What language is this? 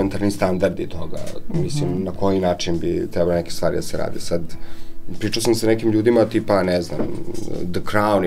Serbian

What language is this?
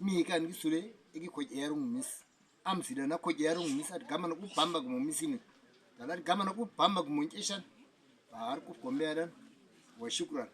Uduk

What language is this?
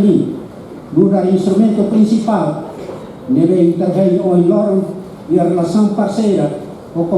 Tetum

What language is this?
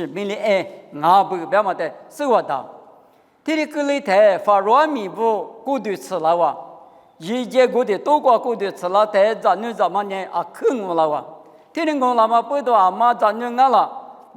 Lisu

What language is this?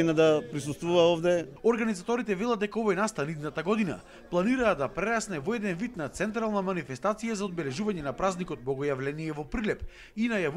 Macedonian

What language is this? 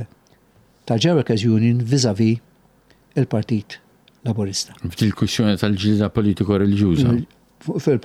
Maltese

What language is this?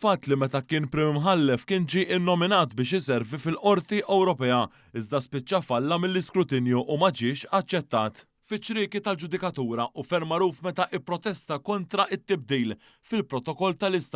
Maltese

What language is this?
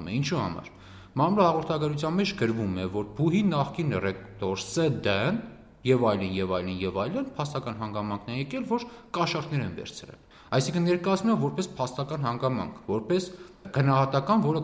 Armenian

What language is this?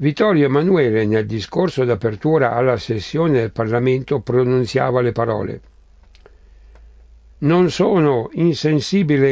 Italian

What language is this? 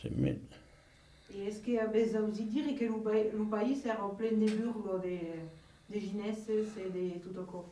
Occitan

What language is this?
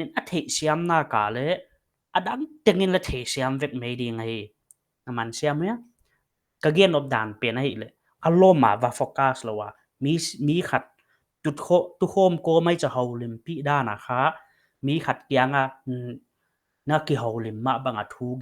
Paite Chin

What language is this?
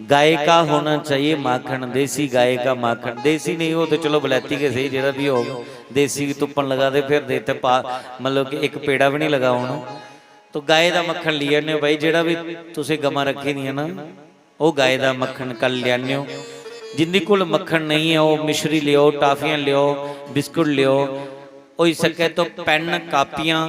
Dogri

